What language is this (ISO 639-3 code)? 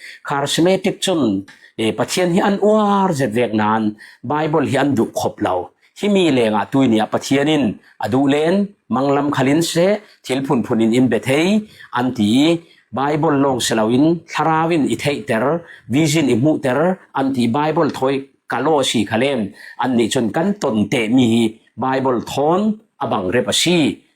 cfm